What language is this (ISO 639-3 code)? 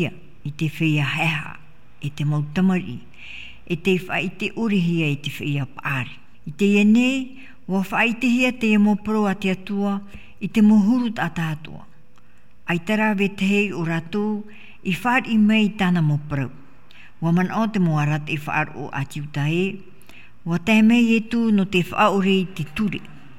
tah